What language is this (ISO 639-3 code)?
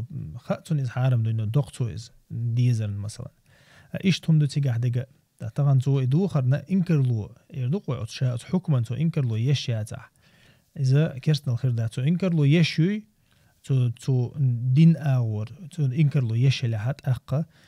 che